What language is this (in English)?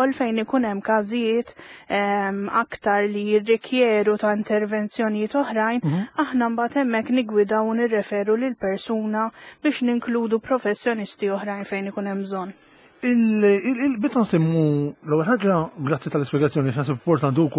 Maltese